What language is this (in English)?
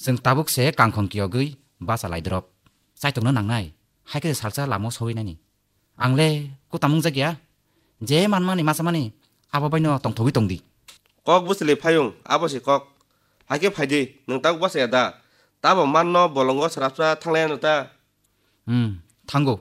Kok Borok